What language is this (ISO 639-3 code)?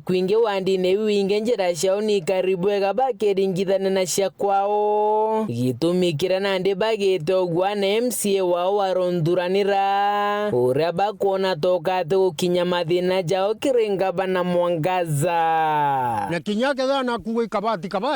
mer